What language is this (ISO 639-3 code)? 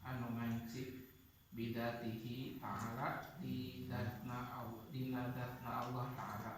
sun